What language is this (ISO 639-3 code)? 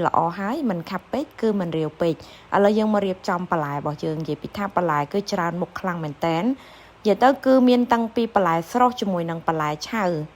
khm